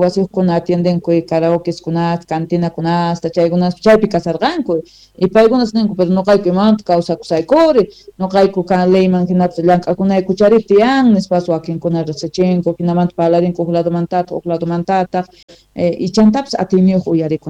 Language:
South Bolivian Quechua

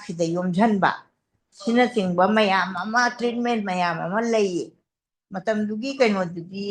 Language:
Manipuri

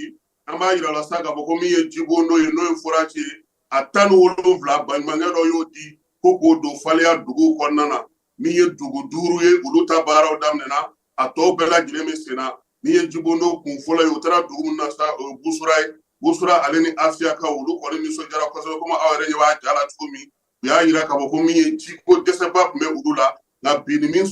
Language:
Bambara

